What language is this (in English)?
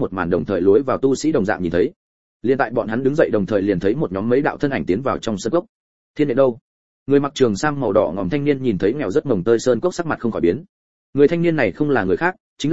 Vietnamese